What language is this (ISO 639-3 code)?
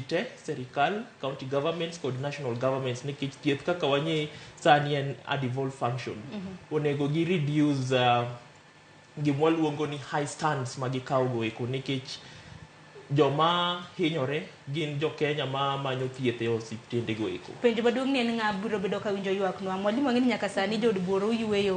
luo